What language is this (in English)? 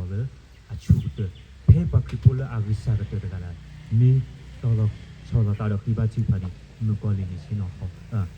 S'gaw Karen